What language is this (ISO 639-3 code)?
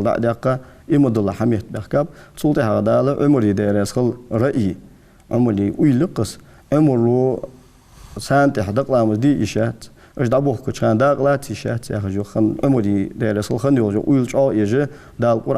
inh